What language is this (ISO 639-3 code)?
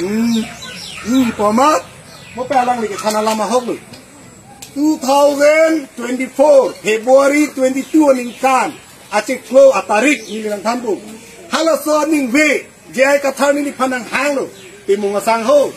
mjw